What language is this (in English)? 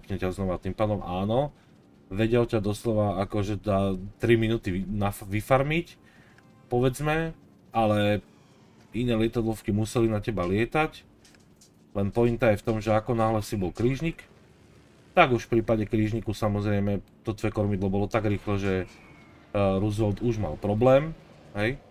Slovak